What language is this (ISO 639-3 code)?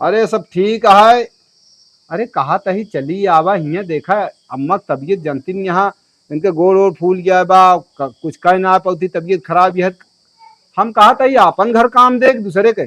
awa